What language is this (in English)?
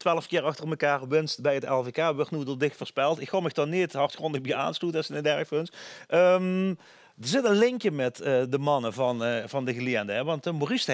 Limburgish